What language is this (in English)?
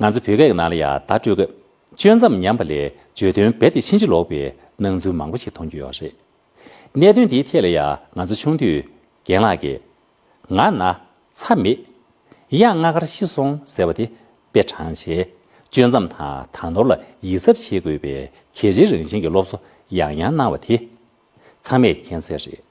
Tibetan